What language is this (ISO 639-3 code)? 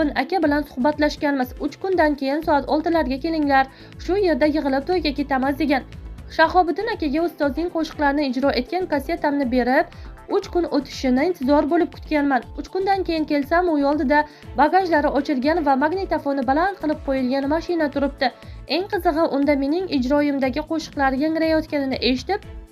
uzb